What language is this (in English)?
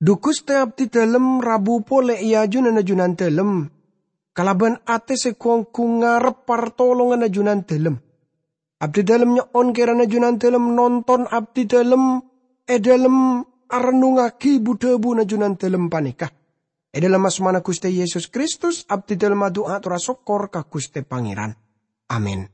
Madurese